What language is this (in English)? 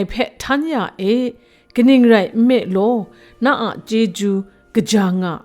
Kachin